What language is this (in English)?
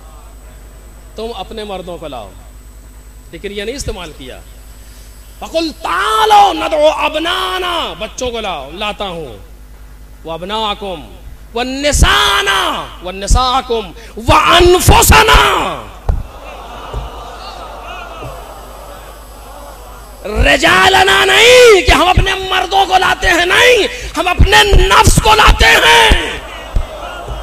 Urdu